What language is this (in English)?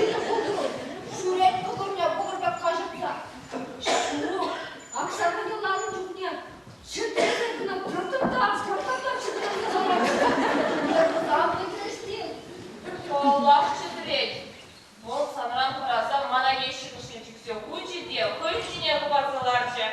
Chuvash